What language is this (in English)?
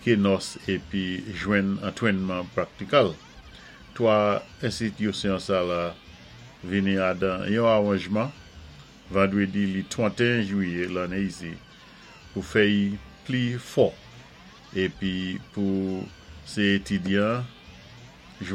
Saint Lucian Creole French